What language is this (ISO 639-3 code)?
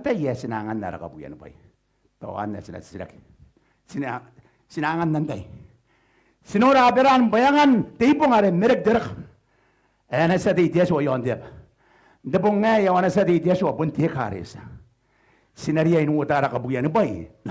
gil